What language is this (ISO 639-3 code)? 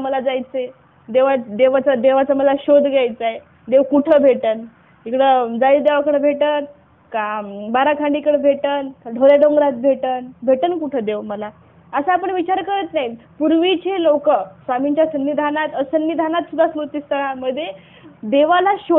mar